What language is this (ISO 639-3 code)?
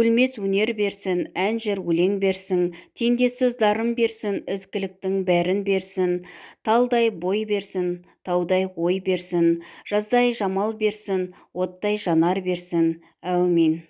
kaz